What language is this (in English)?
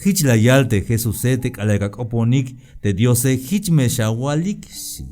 Tzeltal